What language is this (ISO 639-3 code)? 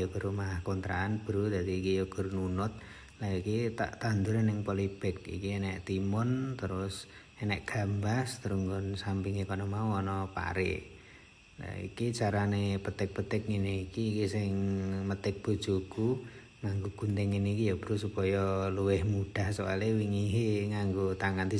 jav